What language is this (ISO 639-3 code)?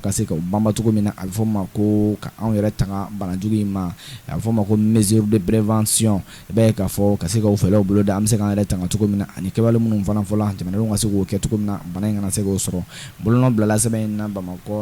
bam